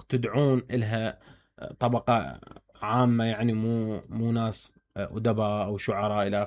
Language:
Mesopotamian Arabic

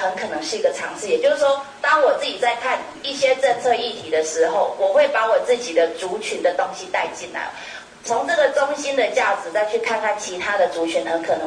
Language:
Chinese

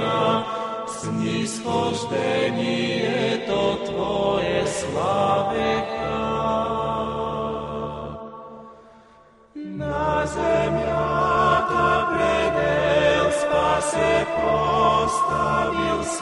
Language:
Bulgarian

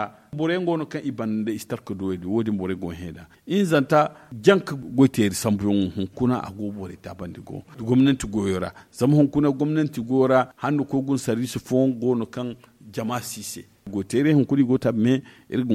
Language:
Zarma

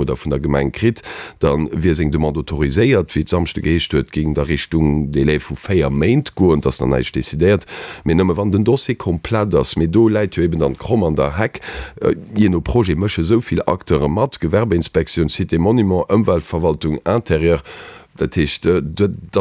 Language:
Luxembourgish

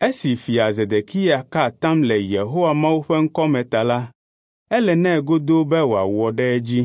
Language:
Ewe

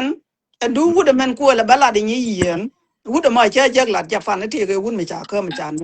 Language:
Nuer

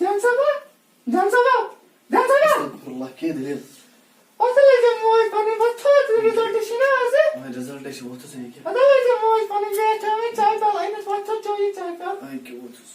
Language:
Kashmiri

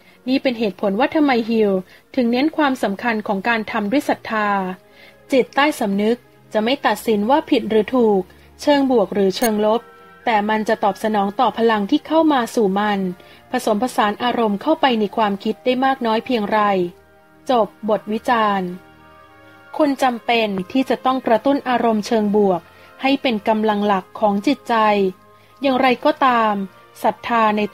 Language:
Thai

